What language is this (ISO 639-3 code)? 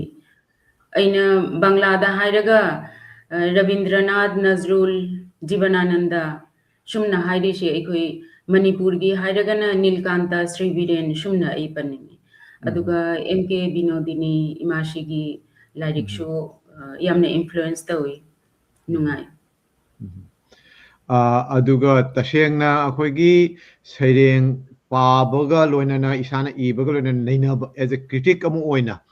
mni